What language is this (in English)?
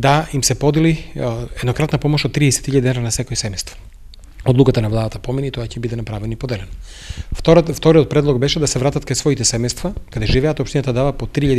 Macedonian